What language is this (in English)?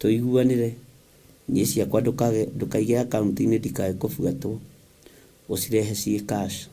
Kikuyu